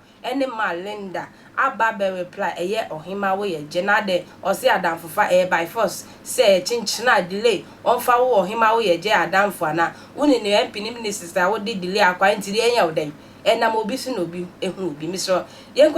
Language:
Akan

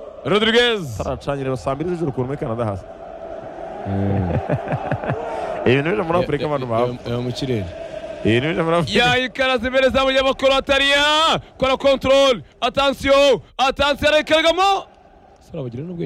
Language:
Kinyarwanda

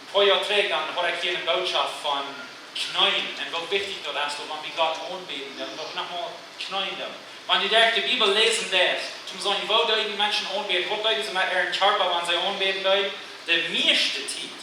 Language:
Plautdietsch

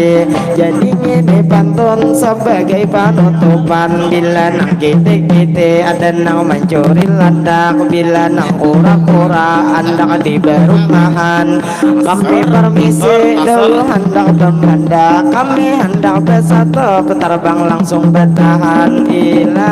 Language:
Banjar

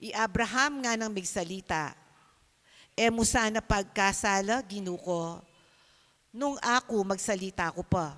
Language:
Pampanga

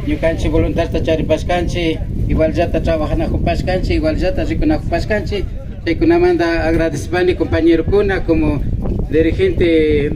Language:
Imbabura Highland Quichua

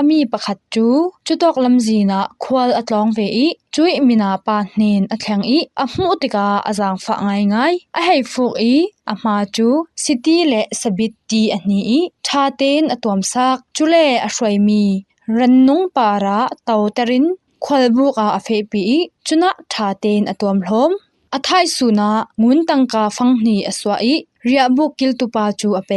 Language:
Falam Chin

